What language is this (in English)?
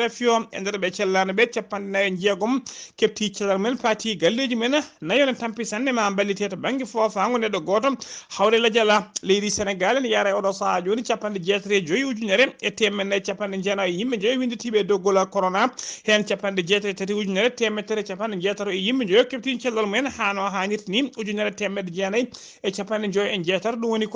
Fula